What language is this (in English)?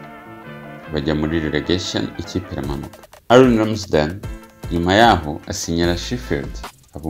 Kinyarwanda